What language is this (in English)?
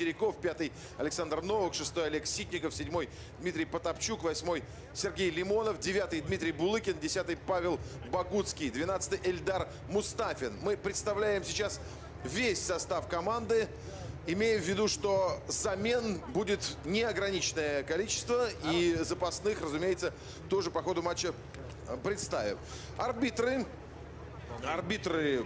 Russian